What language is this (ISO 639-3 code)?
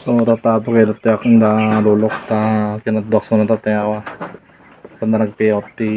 ilo